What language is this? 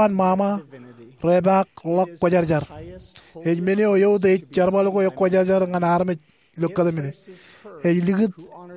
Marshallese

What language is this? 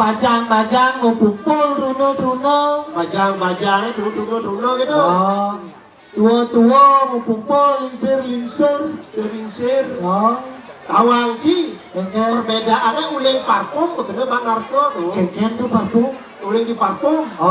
Balinese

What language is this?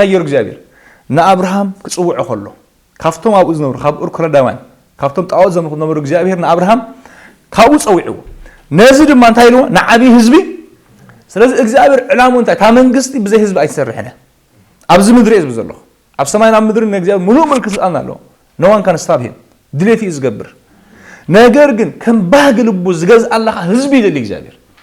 Tigrinya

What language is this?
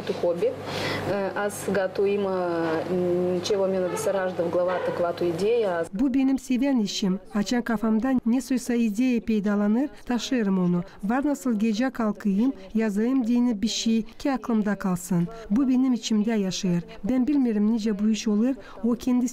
Gagauz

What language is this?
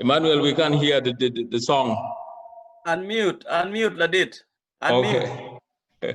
Acoli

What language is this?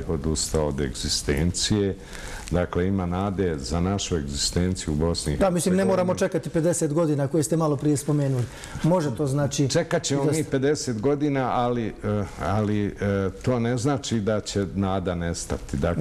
Bosnian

